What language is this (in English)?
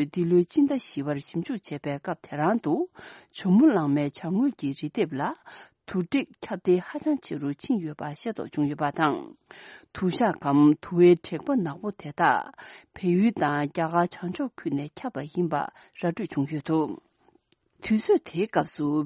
Tibetan